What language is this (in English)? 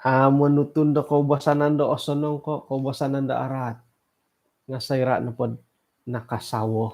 Central Dusun